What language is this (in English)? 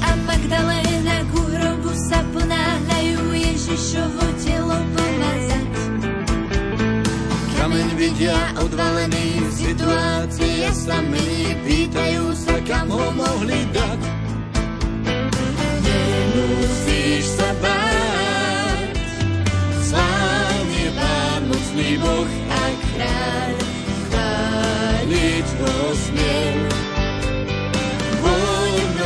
Slovak